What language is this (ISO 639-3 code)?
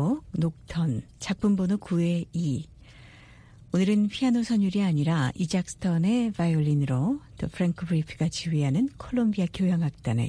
kor